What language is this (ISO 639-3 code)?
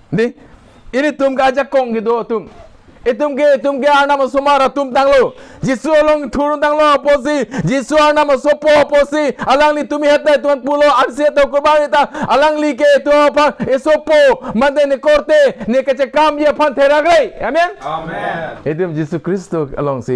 mjw